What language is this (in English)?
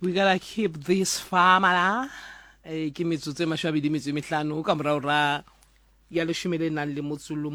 Southern Sotho